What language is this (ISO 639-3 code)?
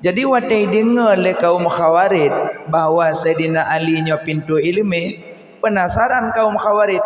ace